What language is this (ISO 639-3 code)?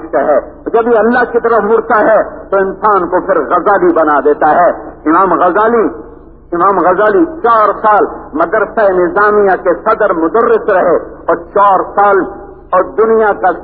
urd